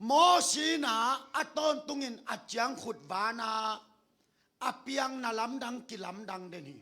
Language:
Tedim Chin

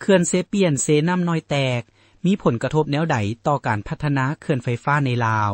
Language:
Lao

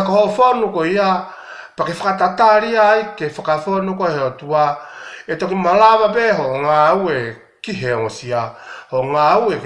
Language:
Tongan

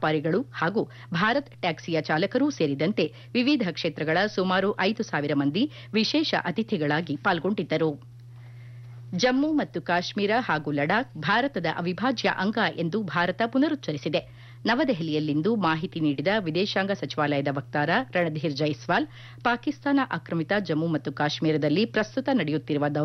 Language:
Kannada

